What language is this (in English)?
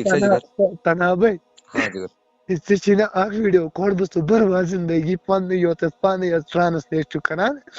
Kashmiri